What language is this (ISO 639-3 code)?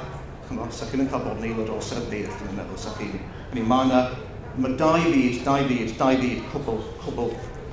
cym